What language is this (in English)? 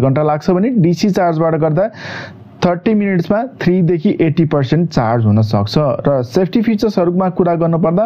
Nepali